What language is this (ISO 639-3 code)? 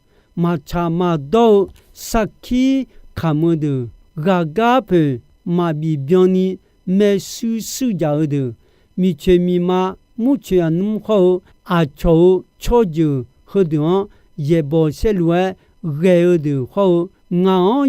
ahk